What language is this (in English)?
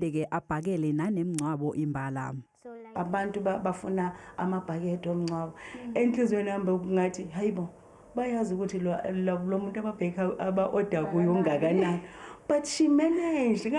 Zulu